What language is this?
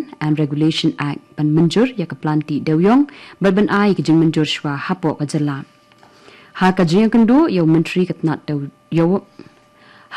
Khasi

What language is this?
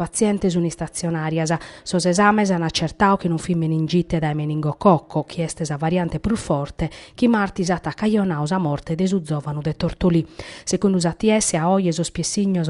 Sardinian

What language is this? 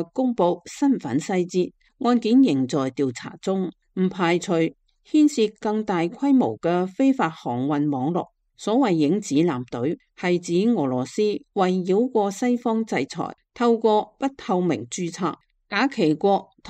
Cantonese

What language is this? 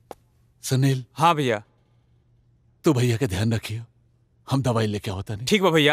Bhojpuri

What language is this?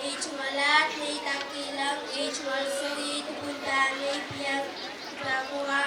Pohnpeian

